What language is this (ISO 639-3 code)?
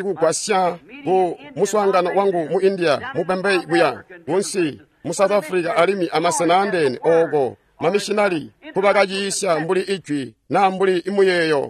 toi